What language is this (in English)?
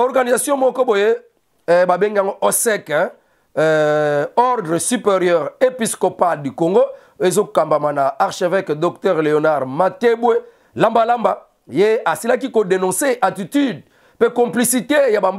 Lingala